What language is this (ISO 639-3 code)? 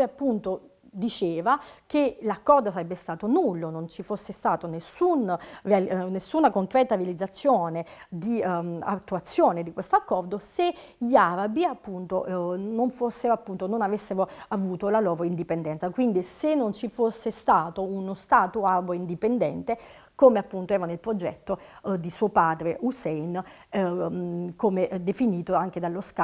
ita